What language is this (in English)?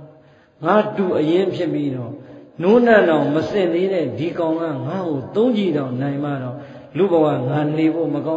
Burmese